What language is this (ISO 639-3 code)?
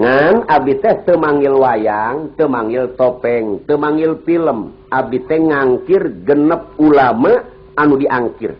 sun